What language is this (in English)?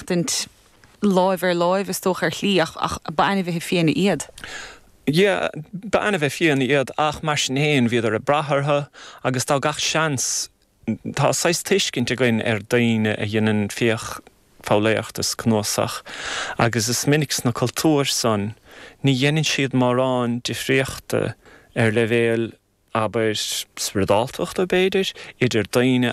Irish